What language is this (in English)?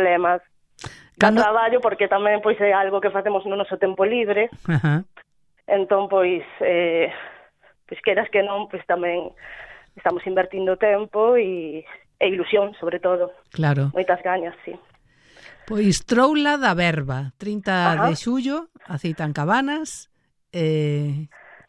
Galician